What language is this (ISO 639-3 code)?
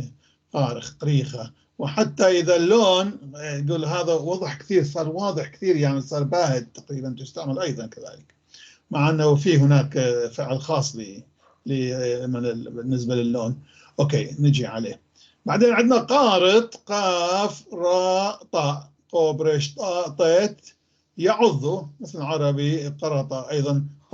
apc